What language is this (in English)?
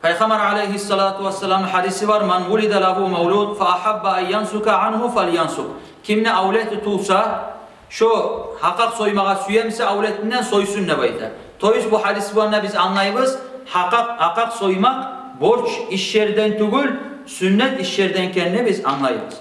Kumyk